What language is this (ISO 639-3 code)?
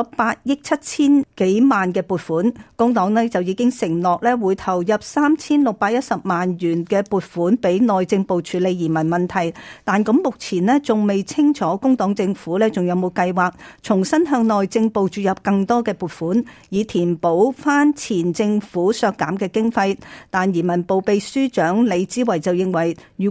yue